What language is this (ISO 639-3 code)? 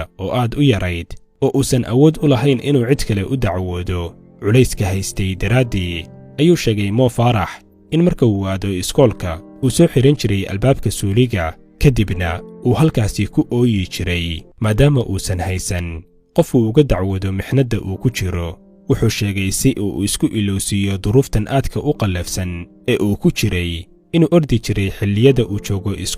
som